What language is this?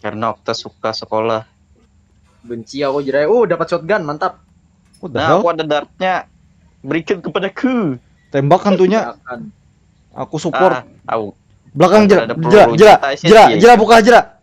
Banjar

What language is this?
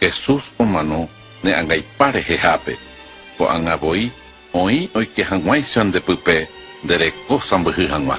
Guarani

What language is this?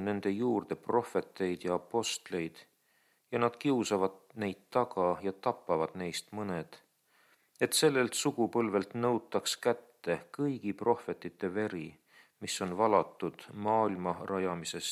Estonian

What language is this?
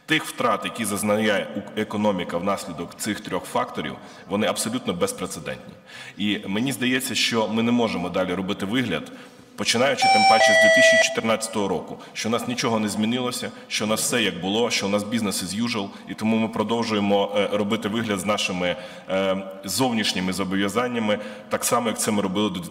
Ukrainian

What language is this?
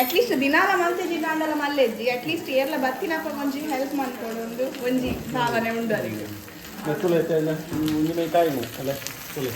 Tulu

